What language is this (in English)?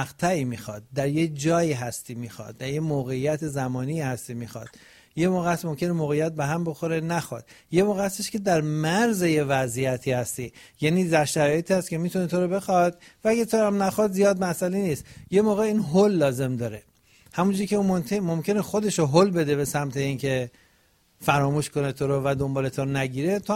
Persian